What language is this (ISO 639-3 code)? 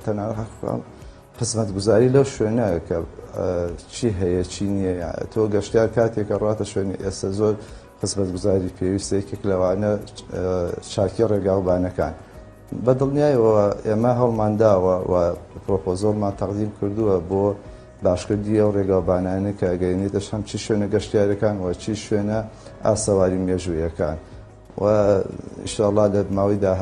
ckb